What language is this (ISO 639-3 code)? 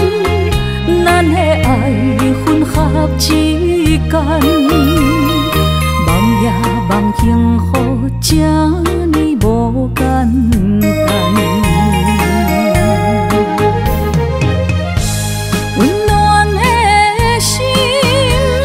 nan